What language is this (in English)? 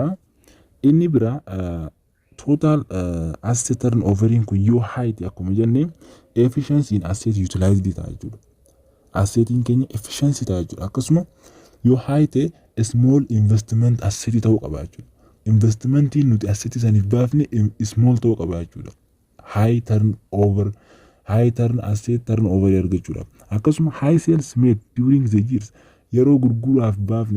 Oromo